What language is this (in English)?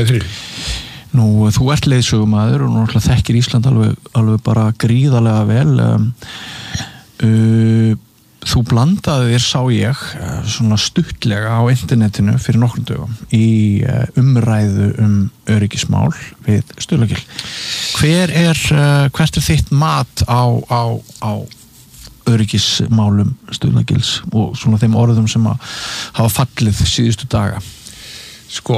Icelandic